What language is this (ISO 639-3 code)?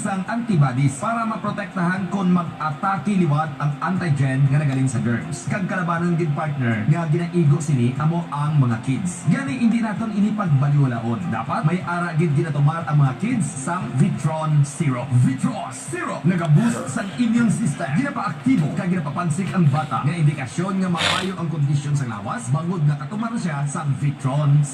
hil